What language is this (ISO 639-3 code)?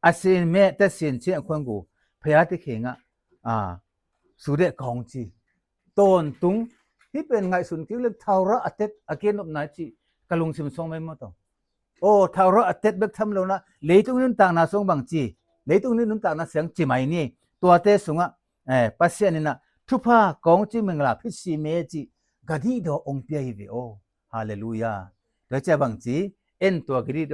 ctd